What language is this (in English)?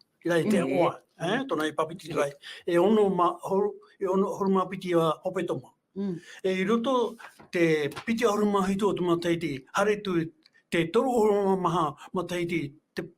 Tahitian